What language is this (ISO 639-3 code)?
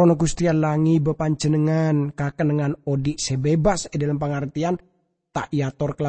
mad